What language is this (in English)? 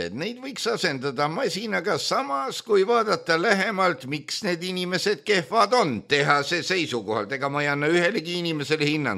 Estonian